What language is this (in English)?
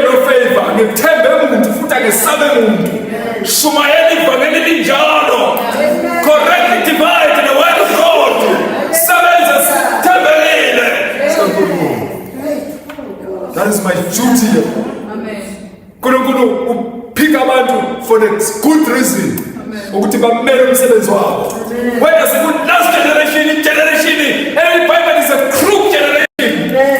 Zulu